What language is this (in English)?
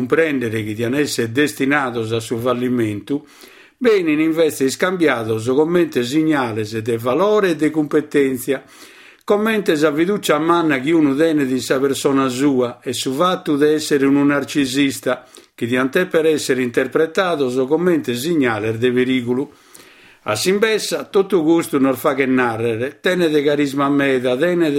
Sardinian